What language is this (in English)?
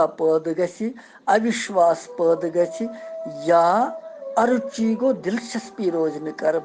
Kashmiri